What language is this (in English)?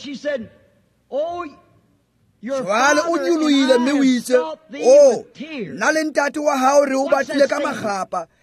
Tswana